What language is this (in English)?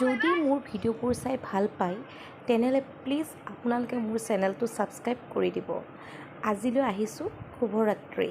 Assamese